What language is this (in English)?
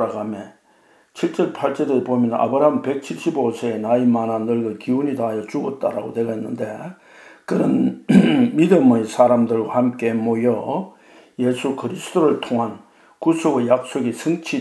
Korean